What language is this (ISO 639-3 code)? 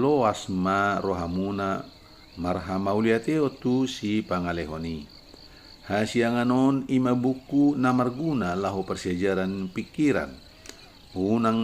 bbc